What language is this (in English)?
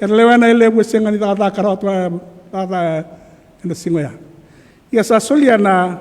Fijian